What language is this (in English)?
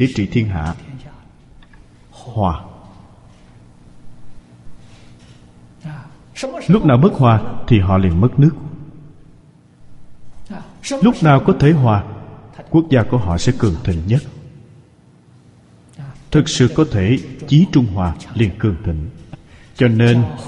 Vietnamese